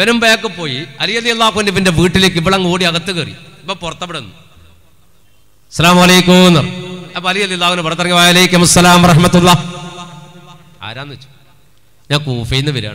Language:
Malayalam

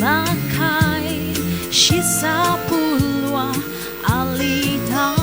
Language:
Ao Naga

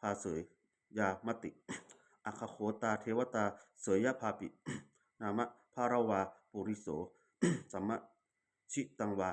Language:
Pali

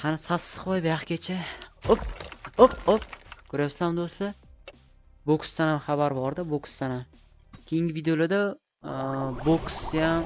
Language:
Uzbek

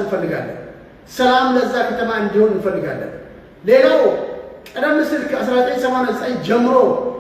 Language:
Amharic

